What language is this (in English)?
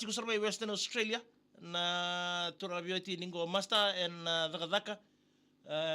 Fijian